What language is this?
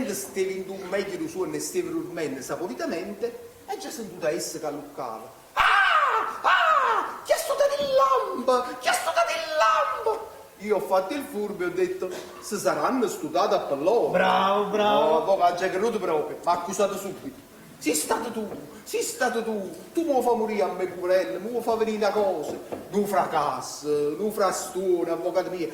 Neapolitan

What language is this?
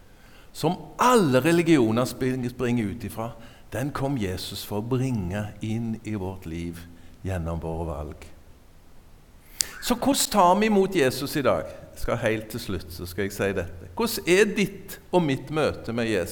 Norwegian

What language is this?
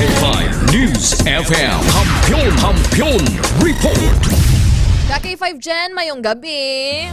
Hiligaynon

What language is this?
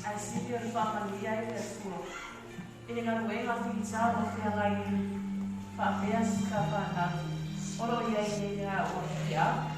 Samoan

